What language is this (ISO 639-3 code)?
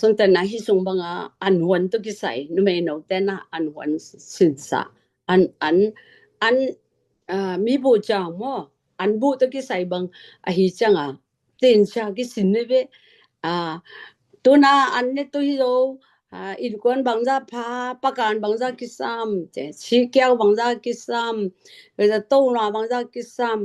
ctd